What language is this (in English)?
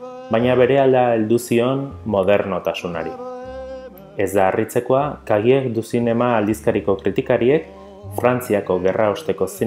Basque